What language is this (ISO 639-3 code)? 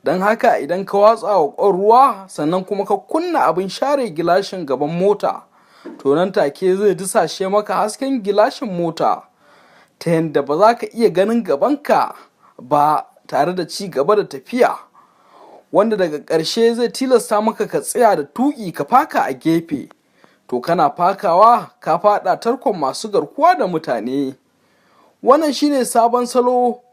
hau